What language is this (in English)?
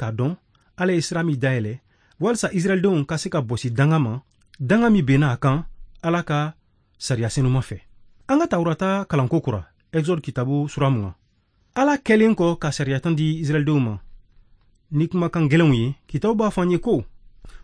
Bambara